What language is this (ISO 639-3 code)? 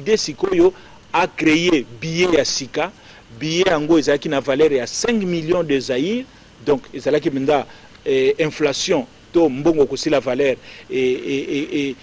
lin